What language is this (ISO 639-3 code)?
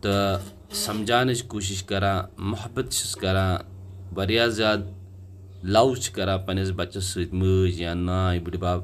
kas